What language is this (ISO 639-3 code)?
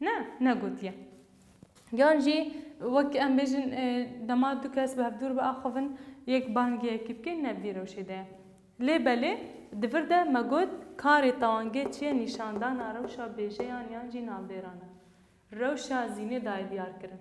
kur